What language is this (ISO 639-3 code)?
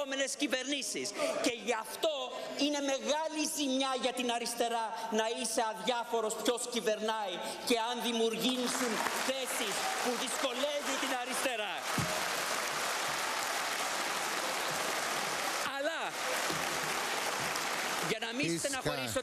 ell